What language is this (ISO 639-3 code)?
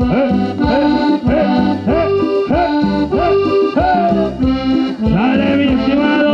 mxp